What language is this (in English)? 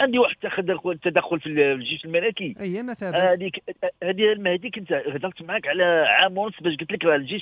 Moroccan Arabic